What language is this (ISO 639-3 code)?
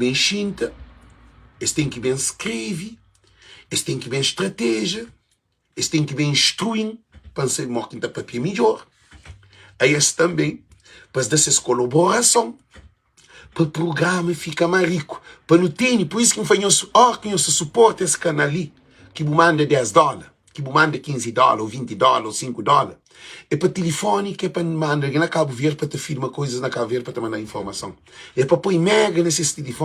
kea